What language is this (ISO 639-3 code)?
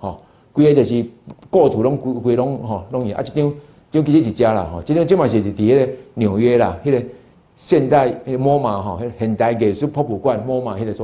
nan